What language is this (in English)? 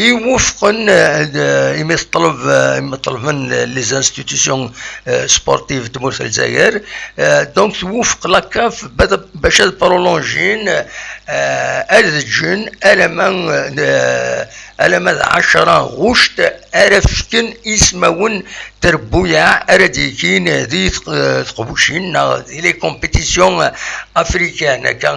Kabyle